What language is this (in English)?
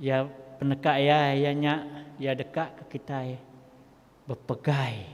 Iban